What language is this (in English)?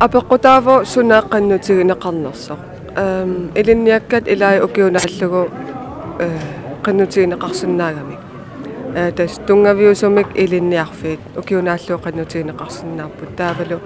Kalaallisut